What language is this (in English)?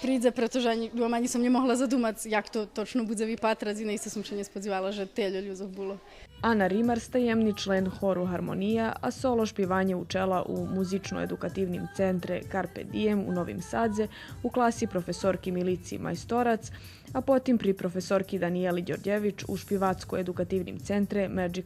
Rusyn